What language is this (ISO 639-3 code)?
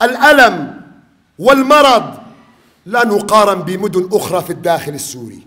kur